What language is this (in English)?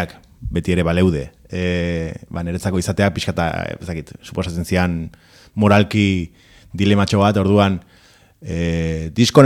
Basque